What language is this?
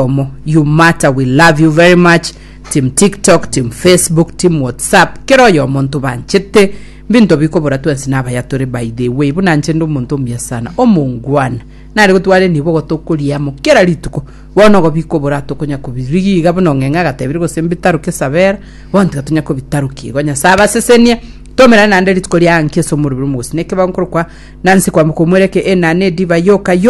Gusii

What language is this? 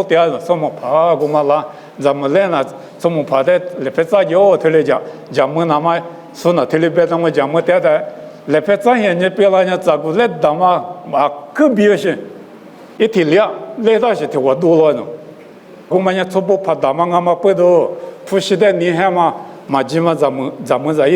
Lisu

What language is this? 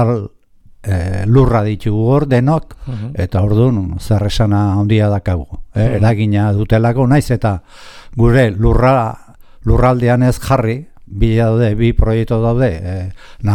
Basque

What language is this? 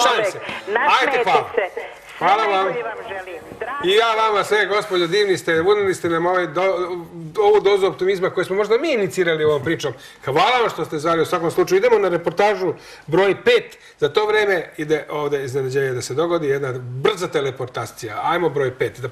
Serbian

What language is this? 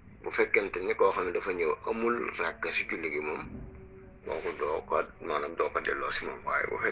Wolof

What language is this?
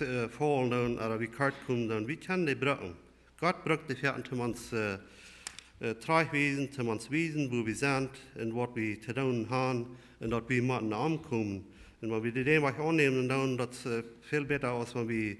Plautdietsch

